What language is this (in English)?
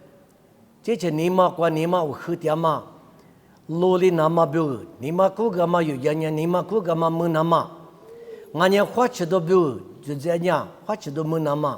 Lisu